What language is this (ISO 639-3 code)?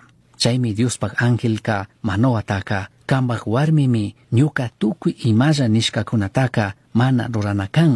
qug